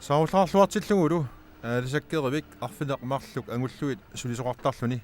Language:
Kalaallisut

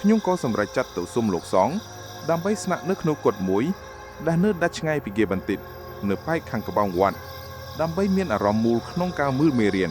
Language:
Khmer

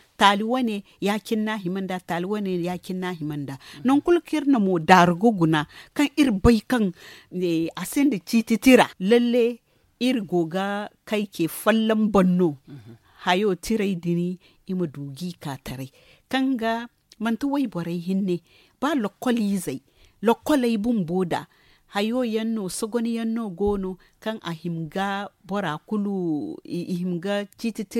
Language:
Zarma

